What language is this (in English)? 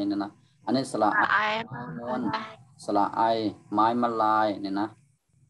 Shan